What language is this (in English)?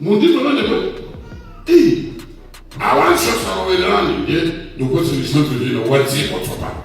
Nyanja